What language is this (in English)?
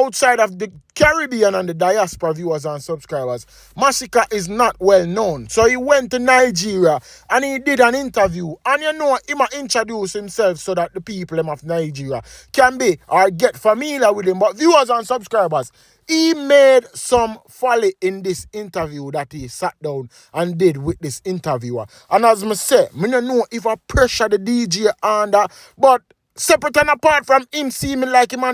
Jamaican Creole English